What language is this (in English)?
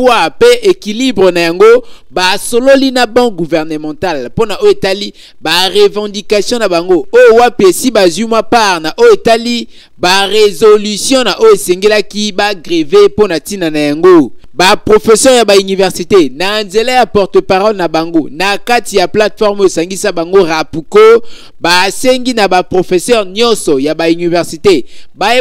Lingala